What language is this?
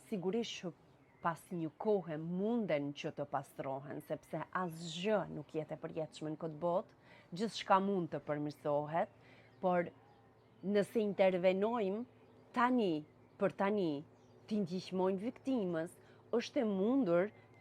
Albanian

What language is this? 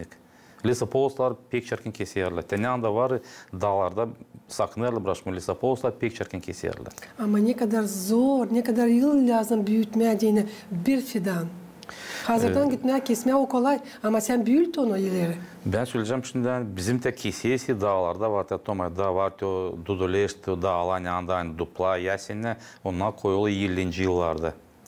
Gagauz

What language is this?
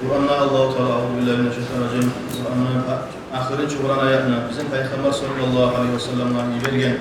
Kumyk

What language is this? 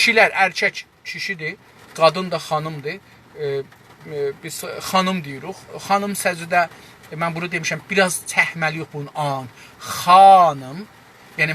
South Azerbaijani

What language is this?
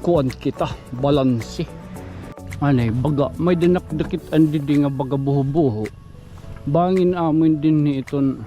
Waray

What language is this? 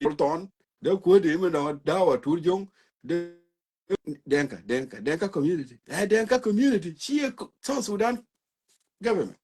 Nuer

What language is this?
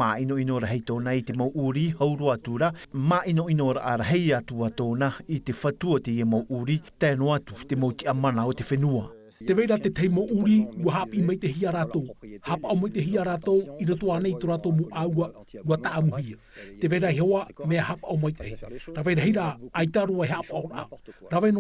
Tahitian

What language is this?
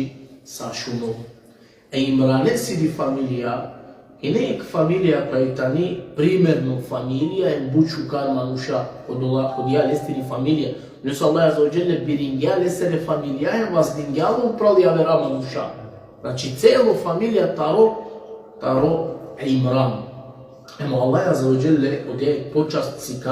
Balkan Romani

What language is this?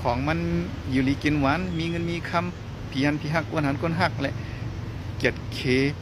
Shan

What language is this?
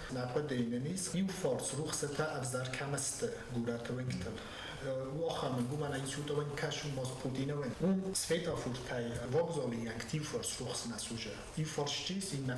Ossetic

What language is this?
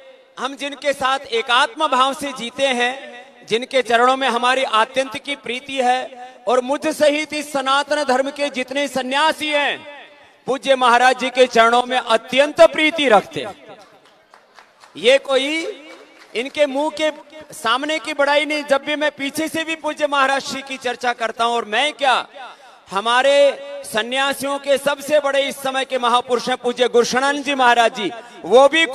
Hindi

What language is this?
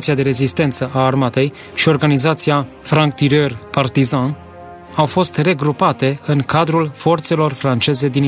Romanian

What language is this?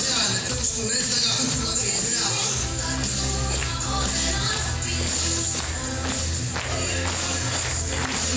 Estonian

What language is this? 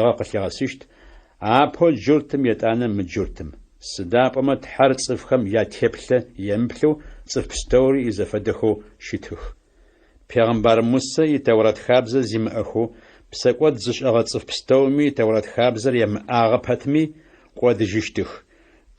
Adyghe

